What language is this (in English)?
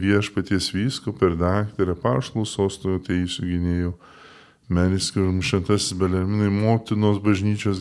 Lithuanian